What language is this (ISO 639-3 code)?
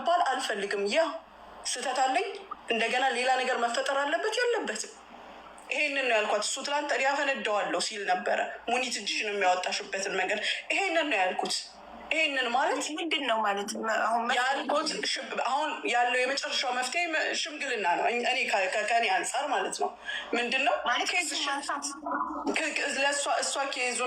amh